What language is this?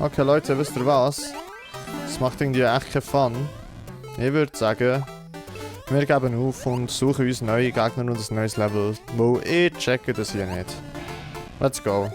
Swiss German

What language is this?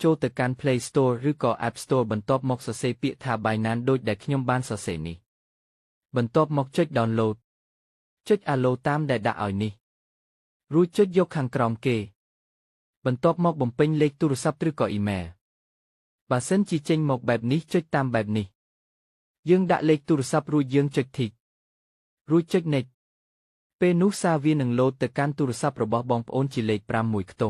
Khmer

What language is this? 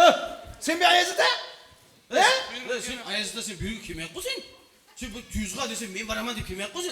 Kara-Kalpak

